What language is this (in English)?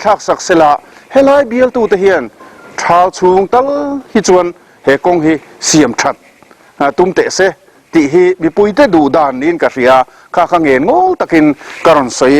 Mizo